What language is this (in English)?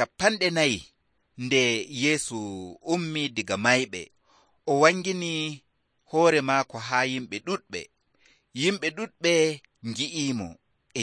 Nigerian Fulfulde